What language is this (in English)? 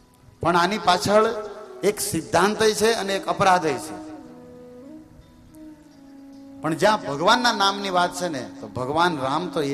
Gujarati